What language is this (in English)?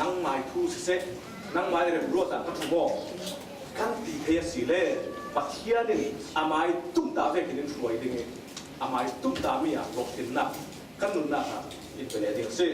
Falam Chin